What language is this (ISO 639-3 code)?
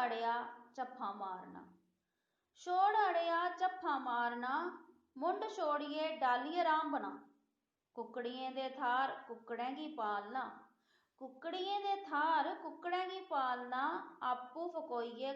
doi